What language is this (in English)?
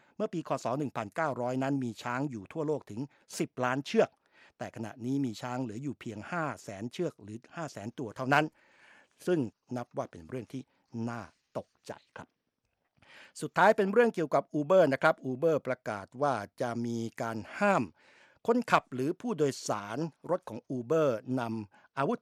Thai